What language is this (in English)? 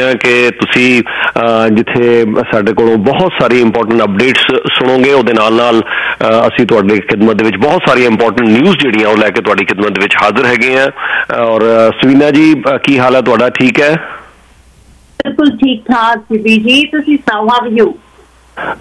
Punjabi